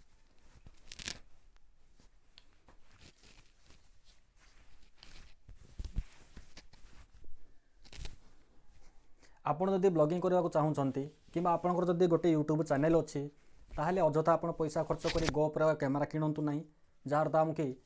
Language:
Odia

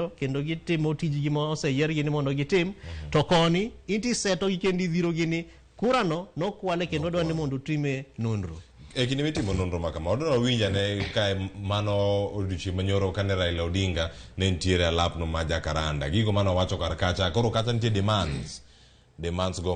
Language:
Luo (Kenya and Tanzania)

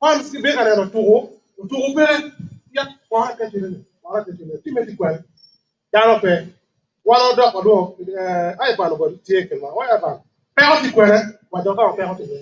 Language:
Acoli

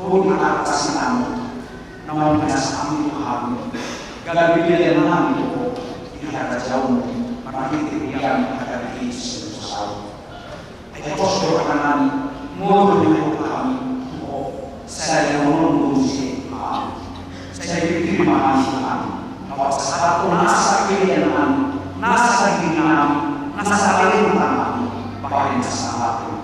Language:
Batak Toba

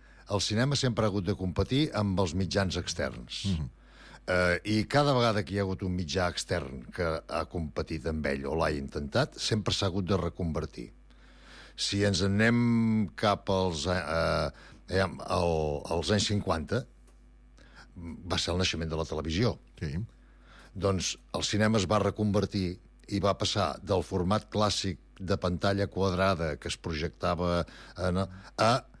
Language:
Catalan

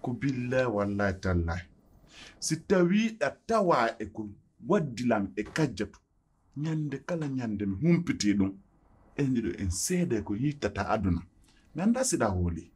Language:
Pular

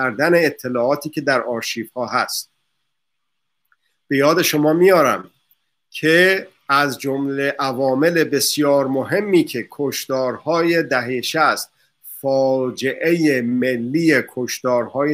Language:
Persian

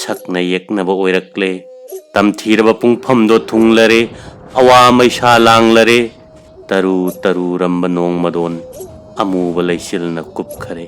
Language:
Manipuri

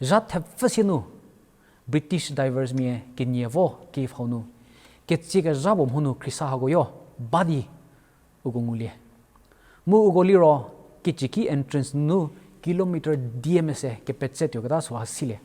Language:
Angami Naga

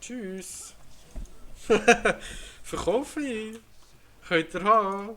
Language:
Swiss German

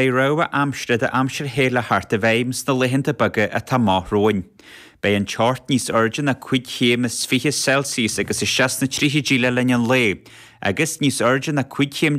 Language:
Irish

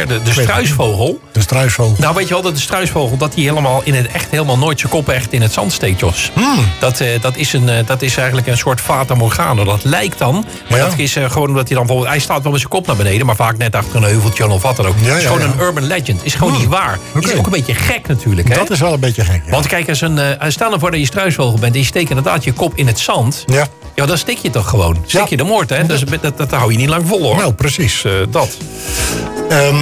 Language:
Dutch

